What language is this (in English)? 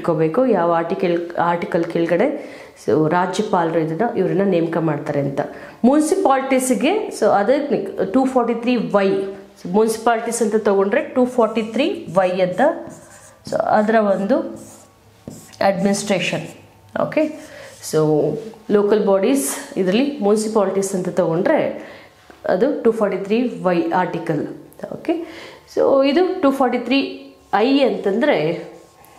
Kannada